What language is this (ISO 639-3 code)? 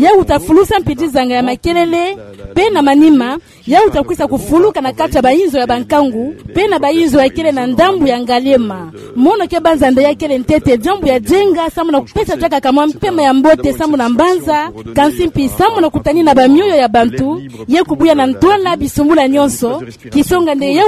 ktu